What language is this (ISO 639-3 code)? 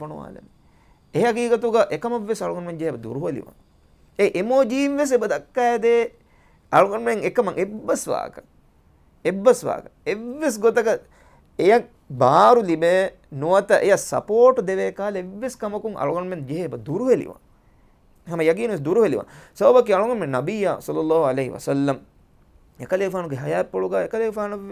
div